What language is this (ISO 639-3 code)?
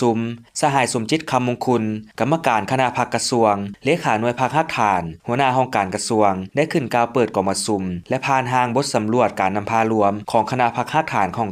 lao